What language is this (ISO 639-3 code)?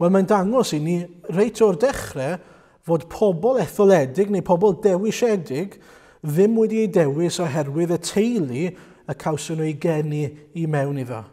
cym